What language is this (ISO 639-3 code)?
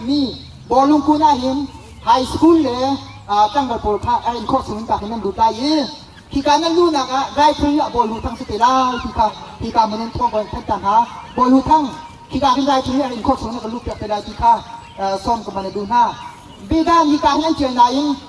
cnh